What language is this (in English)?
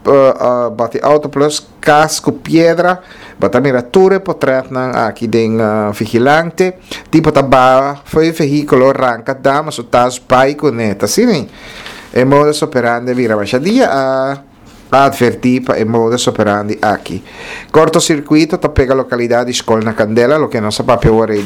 Papiamento